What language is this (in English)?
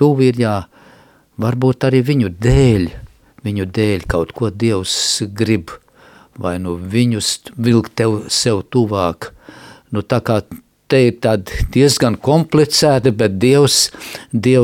Latvian